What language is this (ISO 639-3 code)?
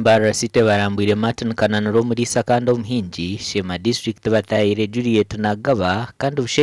nyn